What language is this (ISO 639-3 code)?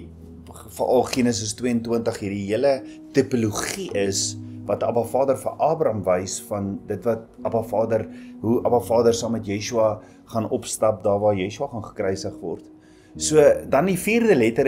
afr